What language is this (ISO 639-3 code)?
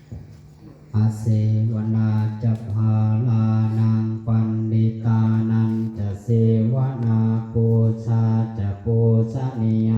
pli